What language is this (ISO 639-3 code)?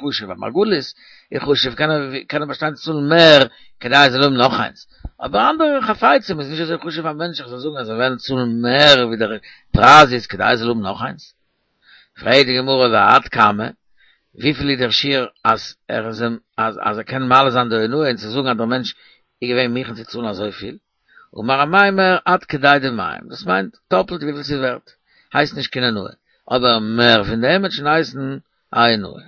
yid